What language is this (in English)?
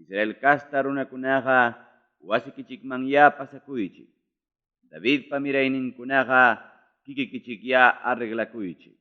Ayacucho Quechua